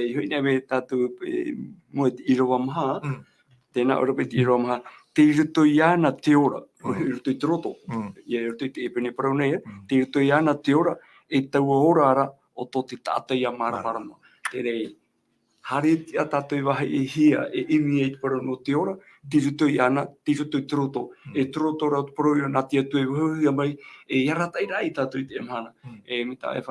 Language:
Tahitian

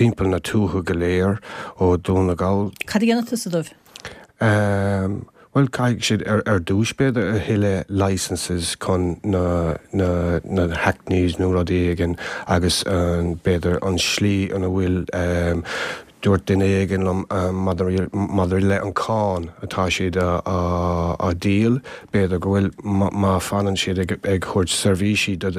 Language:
Irish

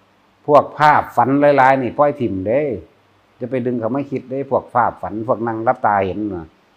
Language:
Northeastern Thai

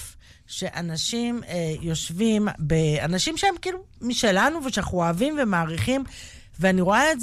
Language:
Hebrew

